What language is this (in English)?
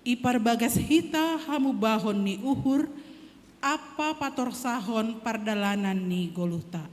Batak Simalungun